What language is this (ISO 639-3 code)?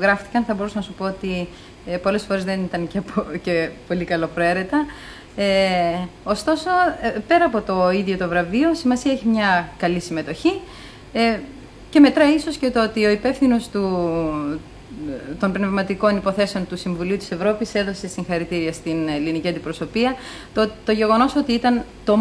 ell